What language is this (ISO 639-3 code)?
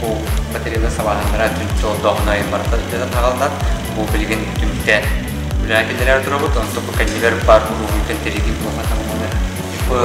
sah